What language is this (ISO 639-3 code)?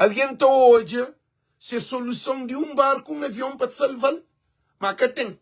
kea